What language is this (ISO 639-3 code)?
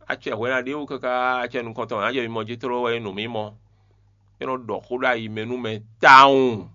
fon